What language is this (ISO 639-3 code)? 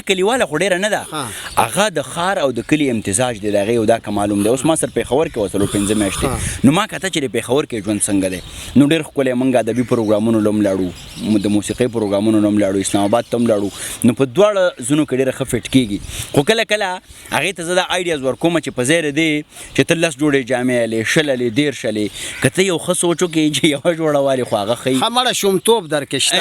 pus